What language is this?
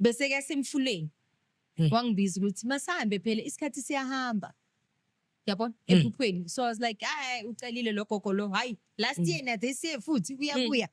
Zulu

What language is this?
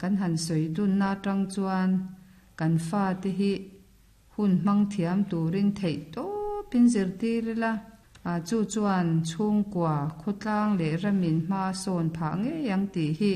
Mizo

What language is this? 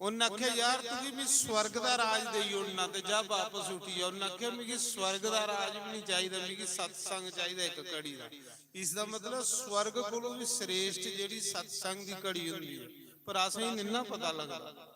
Dogri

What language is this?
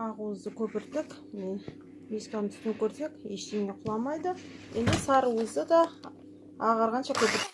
Kazakh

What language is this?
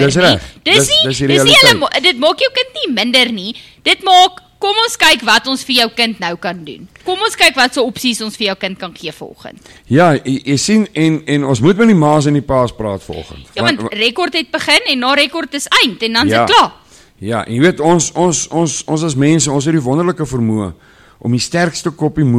Afrikaans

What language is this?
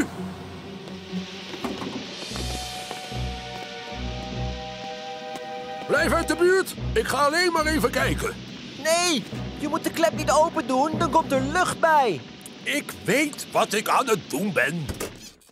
Dutch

